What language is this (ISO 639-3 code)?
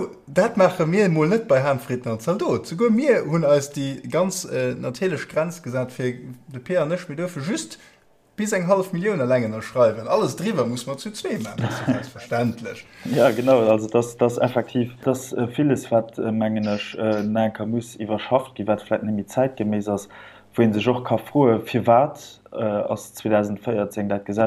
ltz